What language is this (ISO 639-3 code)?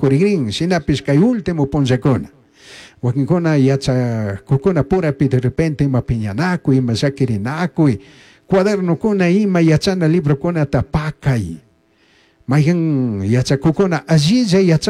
qug